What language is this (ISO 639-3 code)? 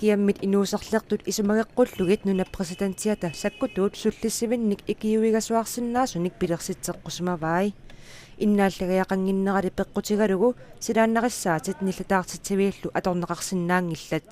kal